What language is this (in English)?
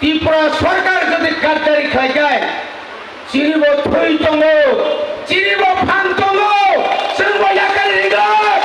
Kok Borok